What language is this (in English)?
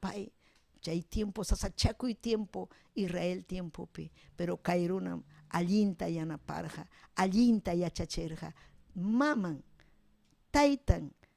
Ayacucho Quechua